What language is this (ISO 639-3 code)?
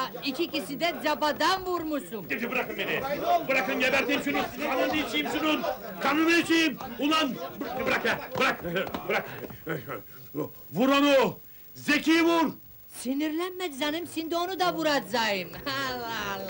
tur